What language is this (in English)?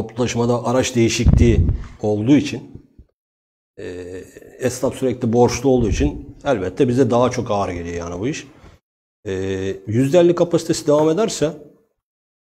Turkish